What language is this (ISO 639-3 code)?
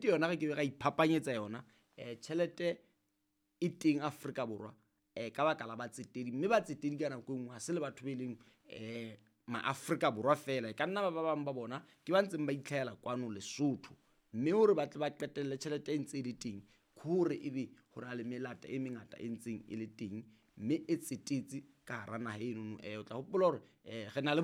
sot